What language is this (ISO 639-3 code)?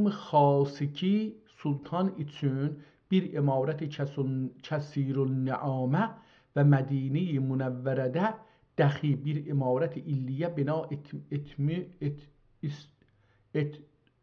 azb